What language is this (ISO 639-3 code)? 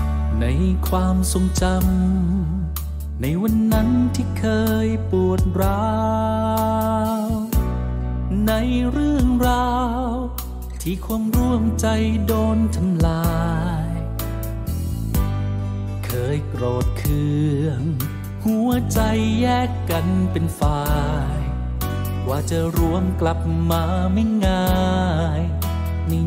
tha